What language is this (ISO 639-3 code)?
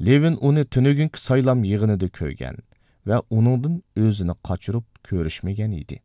uig